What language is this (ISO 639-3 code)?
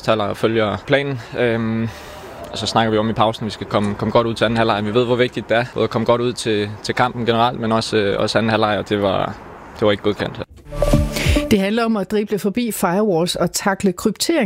dan